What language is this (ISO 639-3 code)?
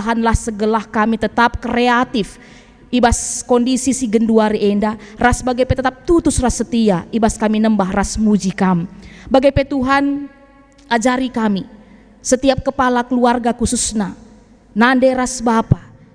btx